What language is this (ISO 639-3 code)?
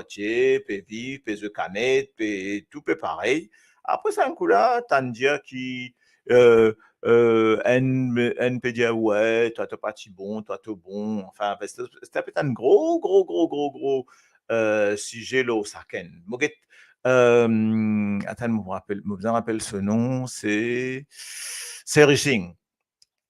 mfe